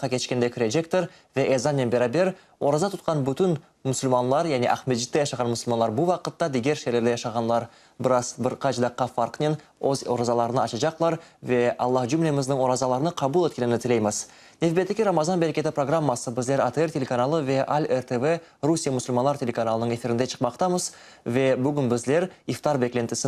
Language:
Crimean Tatar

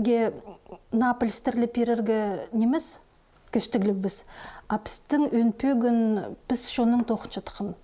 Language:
Khakas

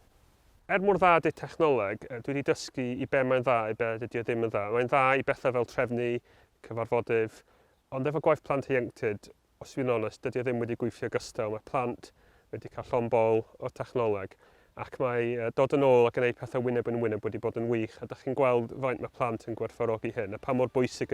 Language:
Welsh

